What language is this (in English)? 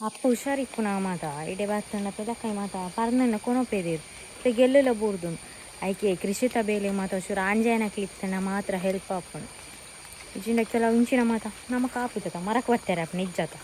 Tulu